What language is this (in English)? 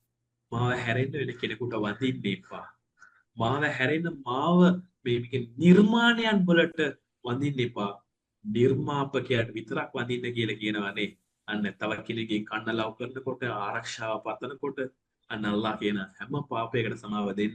Sinhala